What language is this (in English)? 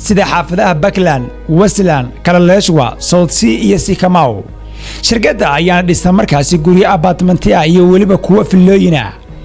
Somali